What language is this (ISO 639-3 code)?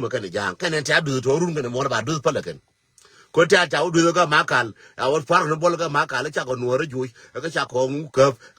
nus